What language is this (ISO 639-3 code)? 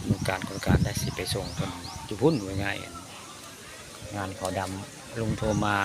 tts